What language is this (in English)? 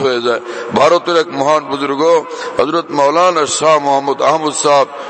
Bangla